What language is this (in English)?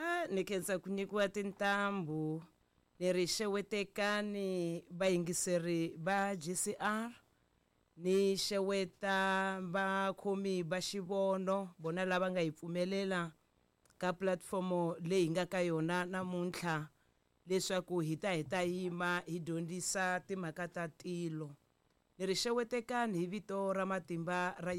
Tsonga